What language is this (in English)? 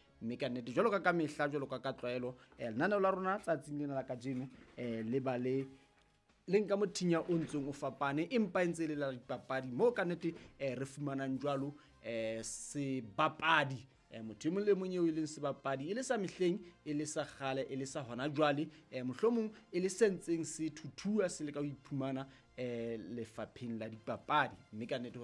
Southern Sotho